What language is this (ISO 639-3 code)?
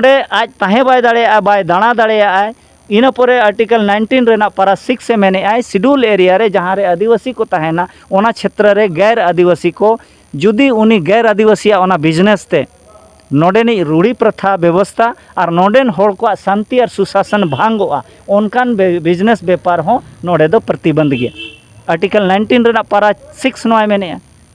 sat